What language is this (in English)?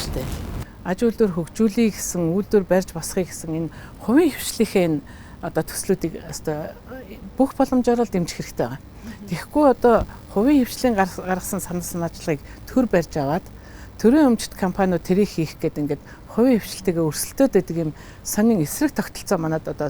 Mongolian